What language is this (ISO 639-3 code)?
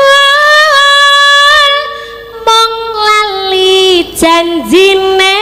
jav